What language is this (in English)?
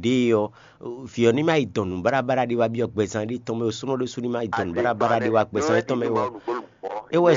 Fon